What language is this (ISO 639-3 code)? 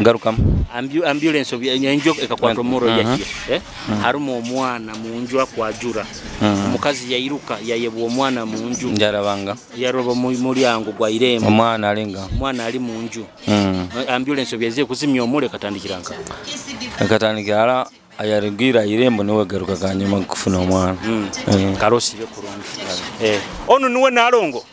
nyo